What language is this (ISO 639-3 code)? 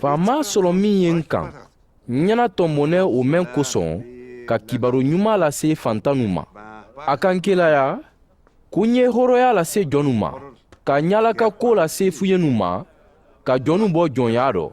man